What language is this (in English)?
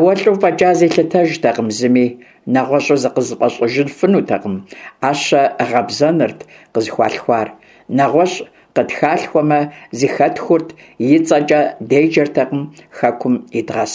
Kabardian